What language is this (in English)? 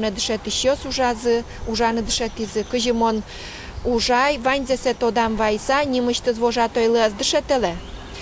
Udmurt